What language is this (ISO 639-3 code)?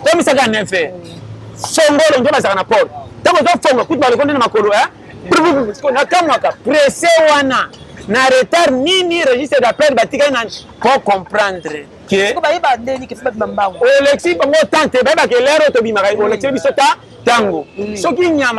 lin